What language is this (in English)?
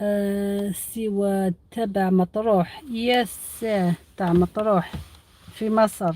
Algerian Arabic